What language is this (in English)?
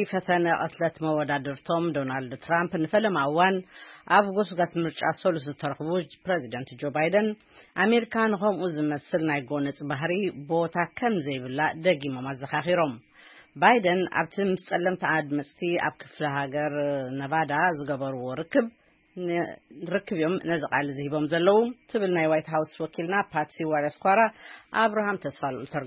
Tigrinya